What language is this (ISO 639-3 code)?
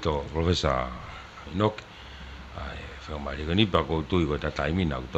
ton